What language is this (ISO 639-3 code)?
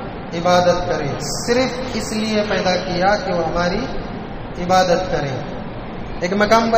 urd